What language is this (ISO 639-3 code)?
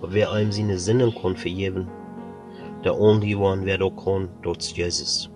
pdt